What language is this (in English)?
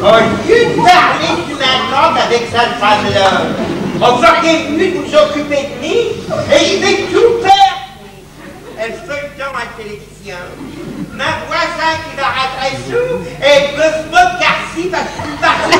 Picard